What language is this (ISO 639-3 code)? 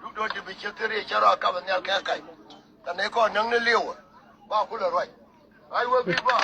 nus